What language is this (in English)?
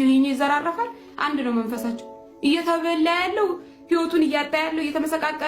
Amharic